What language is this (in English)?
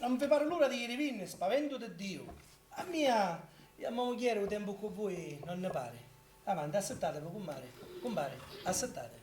Sicilian